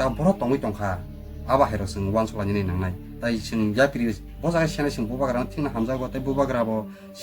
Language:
Kok Borok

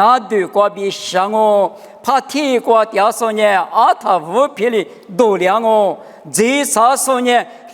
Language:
Lisu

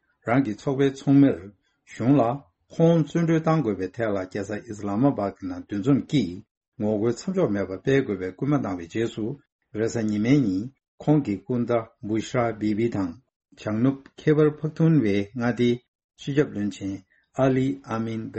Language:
Tibetan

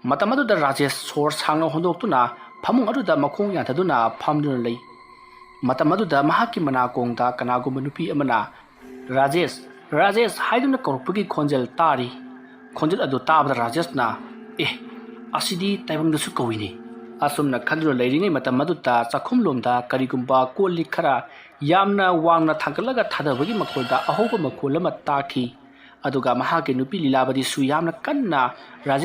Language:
Manipuri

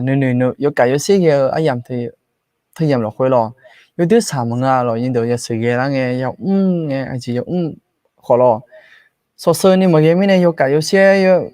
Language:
Akha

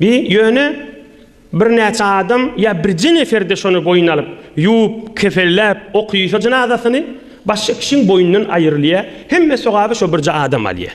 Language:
Turkmen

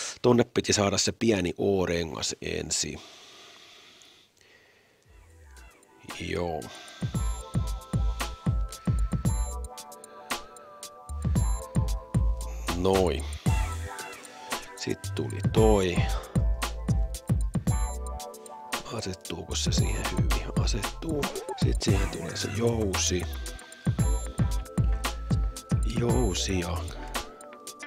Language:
Finnish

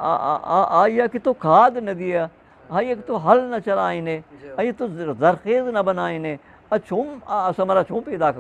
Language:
Eastern Balochi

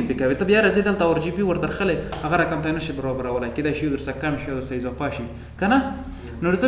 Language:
Pashto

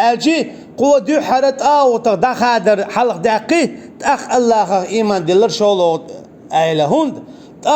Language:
Chechen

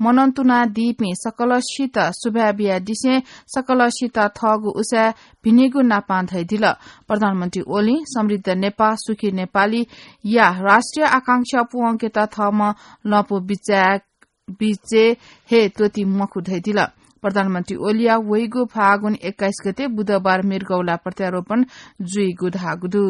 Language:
Newari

